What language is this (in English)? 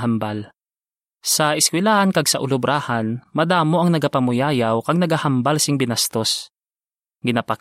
Hiligaynon